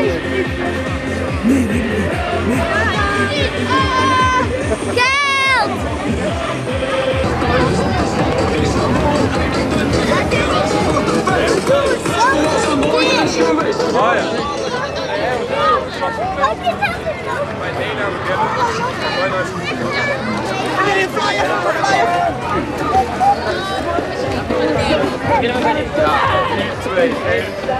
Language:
Dutch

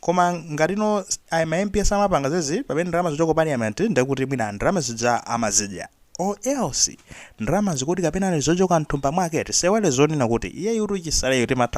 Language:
Nyanja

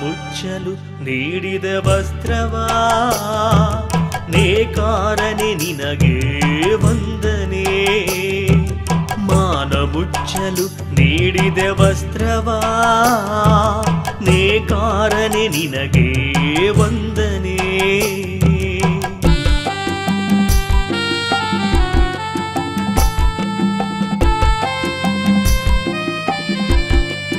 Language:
Kannada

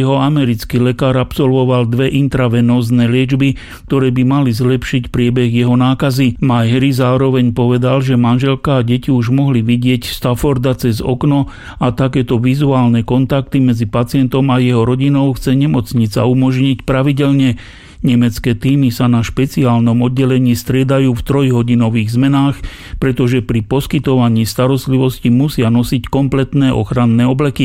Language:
Slovak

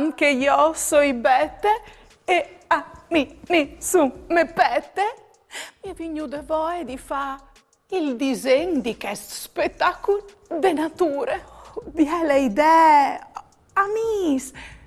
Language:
Friulian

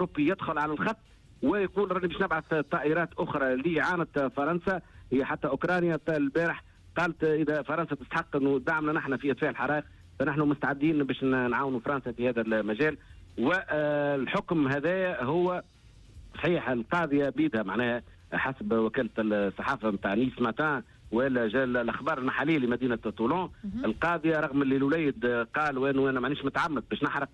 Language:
Tunisian Arabic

